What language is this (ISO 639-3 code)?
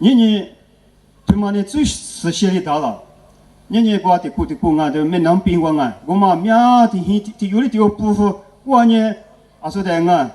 lis